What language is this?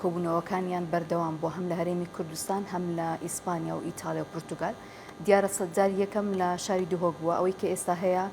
Central Kurdish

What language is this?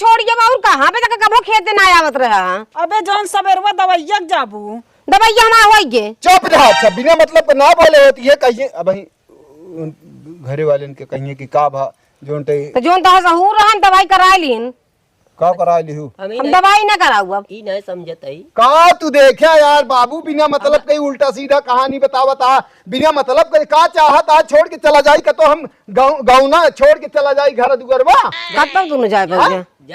Awadhi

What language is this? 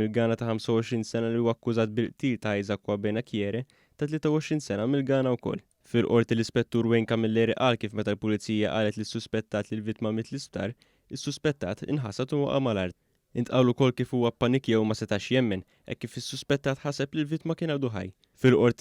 Maltese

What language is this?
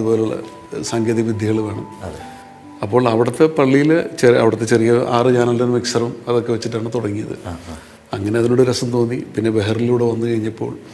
Malayalam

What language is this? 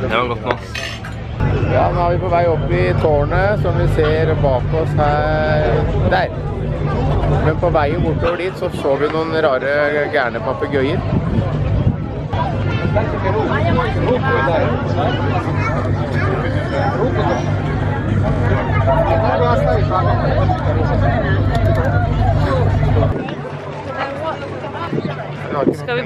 Norwegian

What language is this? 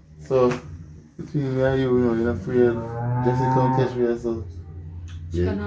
Jamaican Creole English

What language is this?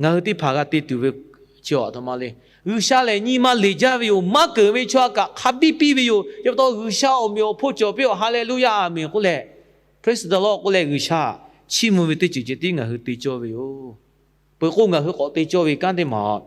Lahu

